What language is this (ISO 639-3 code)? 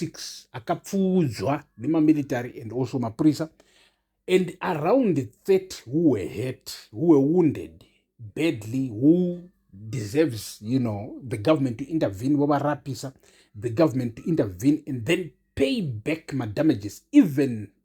sna